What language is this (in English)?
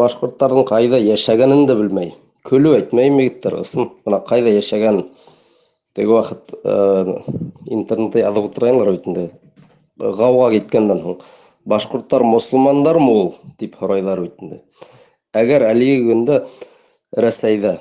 Bashkir